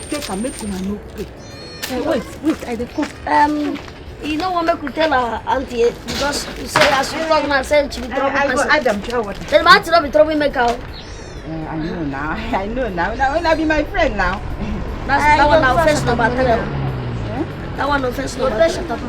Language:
Nigerian Pidgin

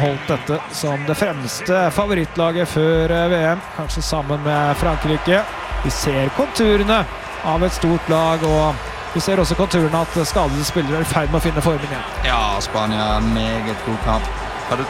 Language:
Norwegian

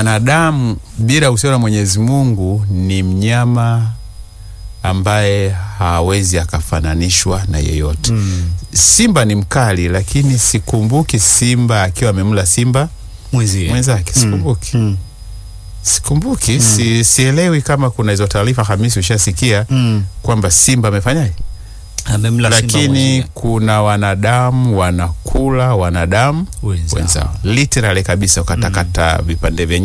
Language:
Swahili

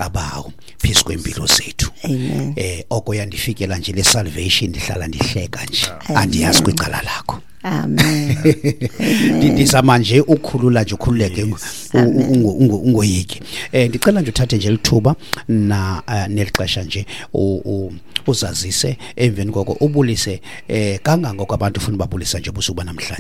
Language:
Xhosa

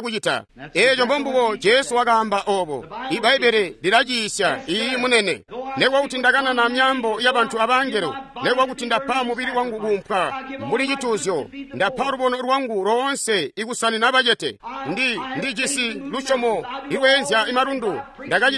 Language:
Tonga (Zambia)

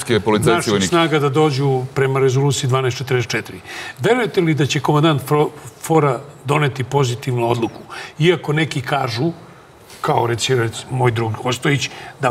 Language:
Serbian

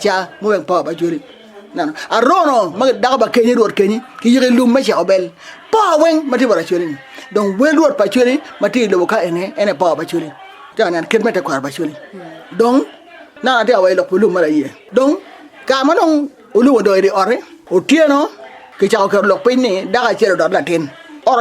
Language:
Acoli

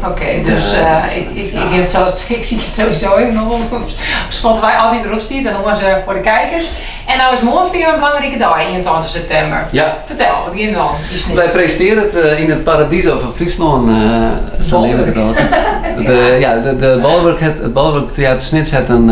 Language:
Western Frisian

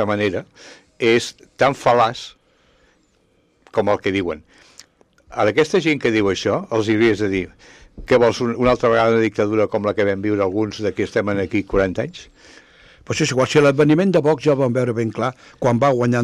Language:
Catalan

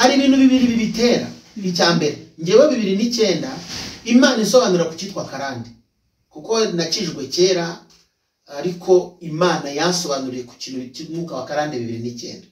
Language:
Kinyarwanda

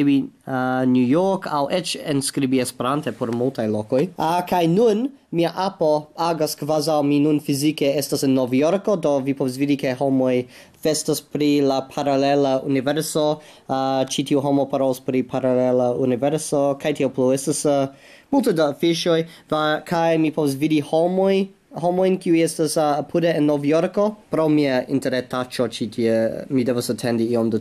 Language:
Esperanto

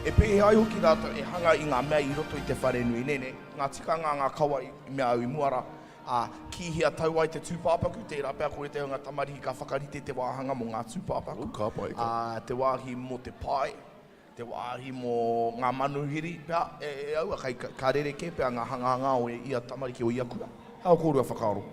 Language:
Māori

